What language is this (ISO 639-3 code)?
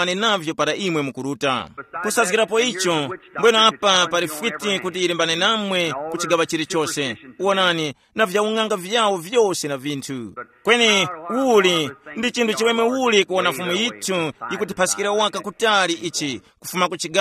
tum